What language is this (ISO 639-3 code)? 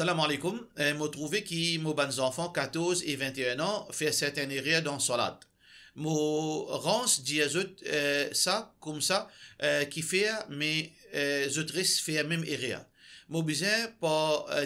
mfe